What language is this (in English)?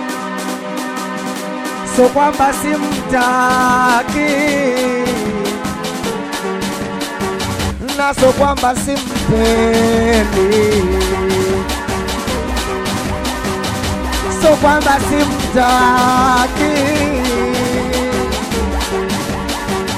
Swahili